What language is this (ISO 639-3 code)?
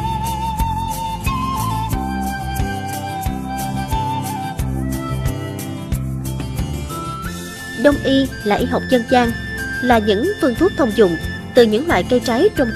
vie